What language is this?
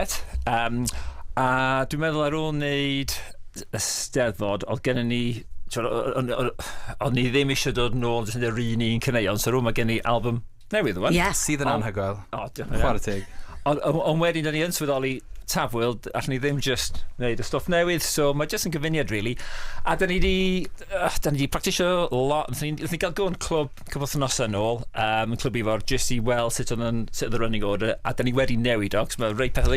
Welsh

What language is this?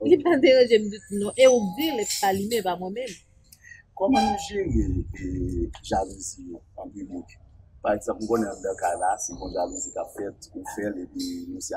Haitian Creole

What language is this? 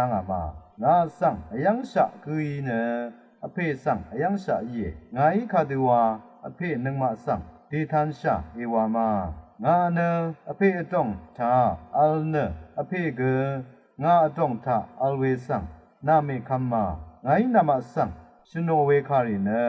Rawang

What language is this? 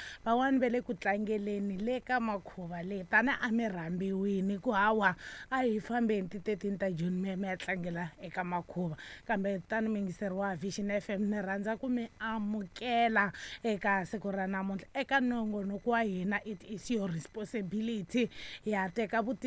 Tsonga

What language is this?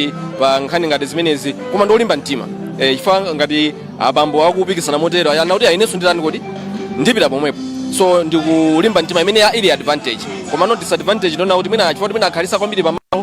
Nyanja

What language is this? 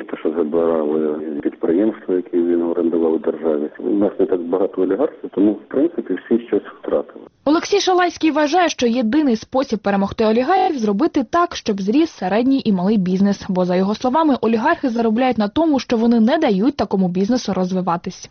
Ukrainian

